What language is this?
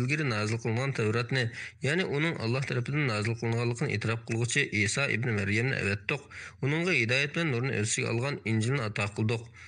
Uyghur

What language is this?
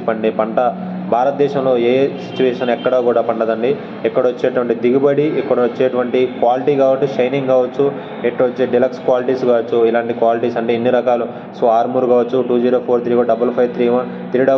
Telugu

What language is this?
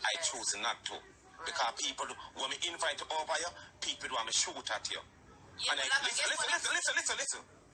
Jamaican Creole English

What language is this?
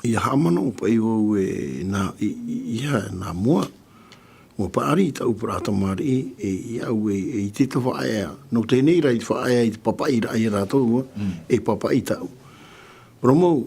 Tahitian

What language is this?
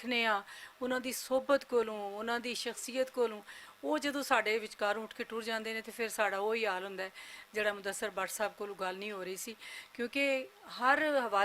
Western Panjabi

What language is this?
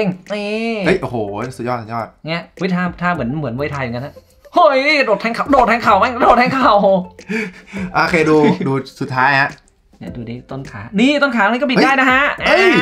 Thai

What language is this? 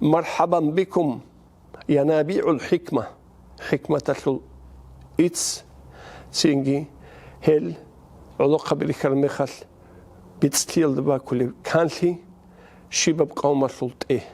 Avaric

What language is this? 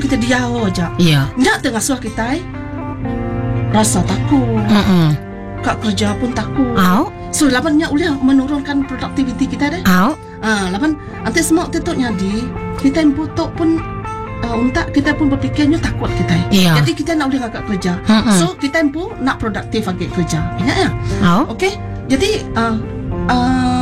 Malay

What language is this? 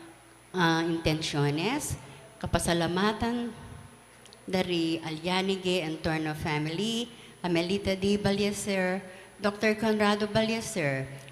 Pampanga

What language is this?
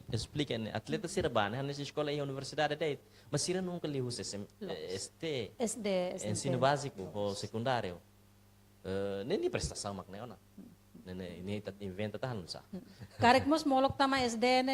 Tetum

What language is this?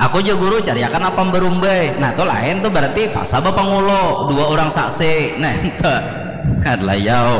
Banjar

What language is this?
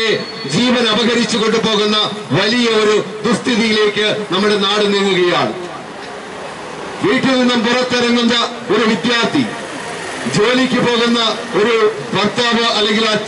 Malayalam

